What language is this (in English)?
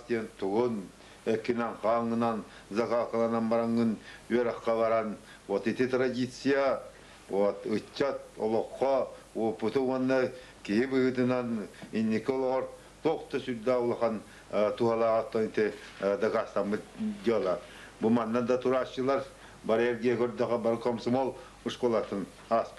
Yakut